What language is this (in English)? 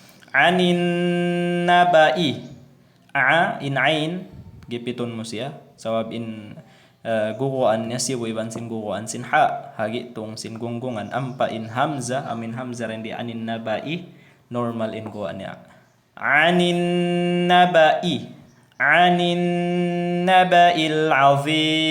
Tausug